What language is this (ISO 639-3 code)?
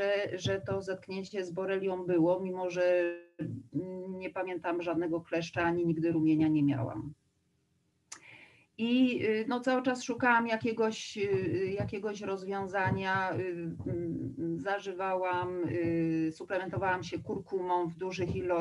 pol